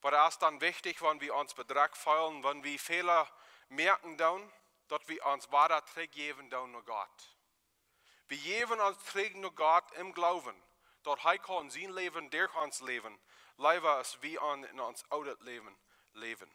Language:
Plautdietsch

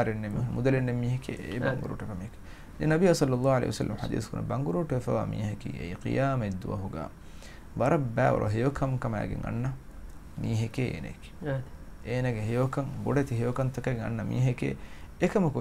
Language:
Divehi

